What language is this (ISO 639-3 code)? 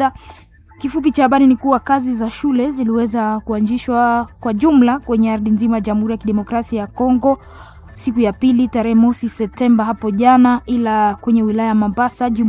swa